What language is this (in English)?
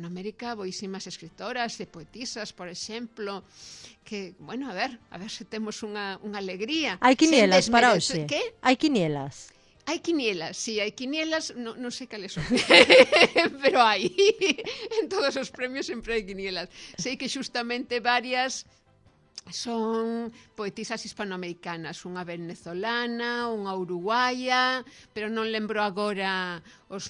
Galician